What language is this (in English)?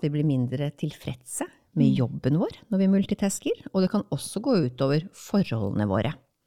Norwegian